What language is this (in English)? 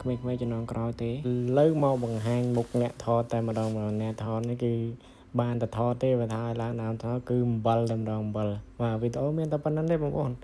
Khmer